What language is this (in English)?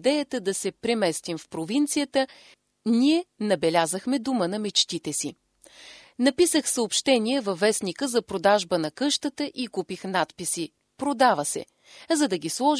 Bulgarian